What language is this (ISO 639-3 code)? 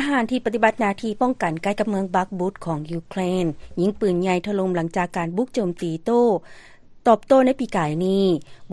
lao